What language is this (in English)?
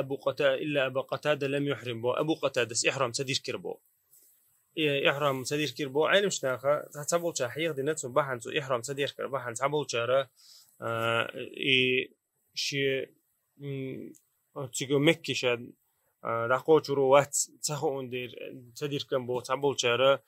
Chechen